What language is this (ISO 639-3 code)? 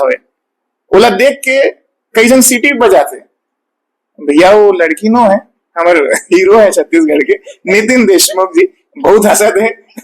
hne